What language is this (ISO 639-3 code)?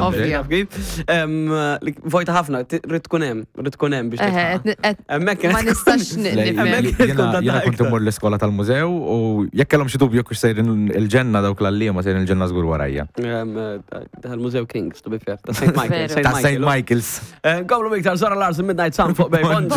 mlt